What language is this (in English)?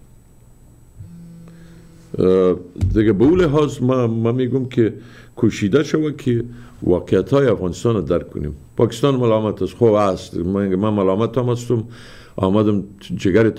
Persian